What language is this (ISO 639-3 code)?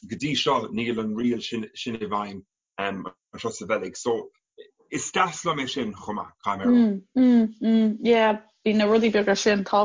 gle